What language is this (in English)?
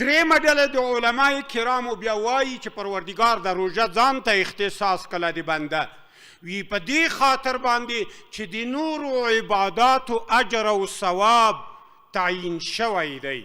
Pashto